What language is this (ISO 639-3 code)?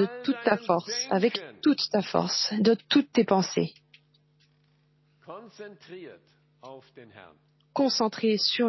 fra